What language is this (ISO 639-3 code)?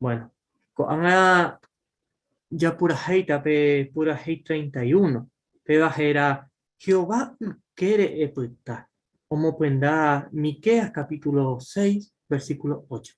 grn